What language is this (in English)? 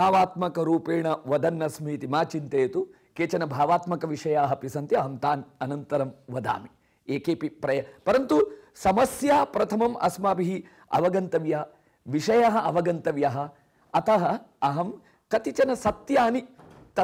Sanskrit